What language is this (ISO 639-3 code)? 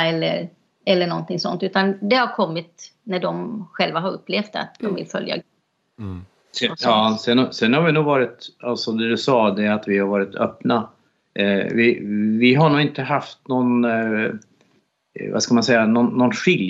swe